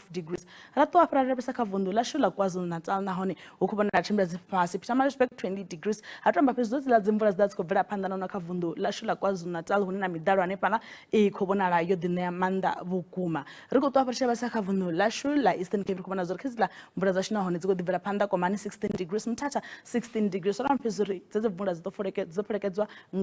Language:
Venda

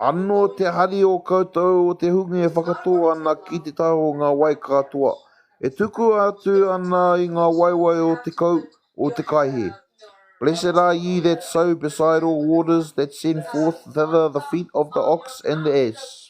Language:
Māori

